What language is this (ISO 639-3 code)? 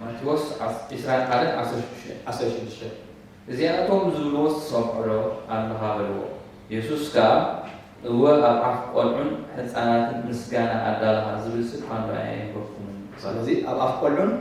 tir